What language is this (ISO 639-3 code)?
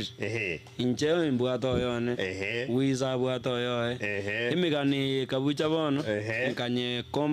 guz